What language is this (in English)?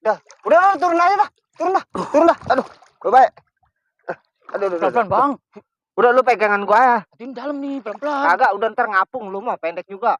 Betawi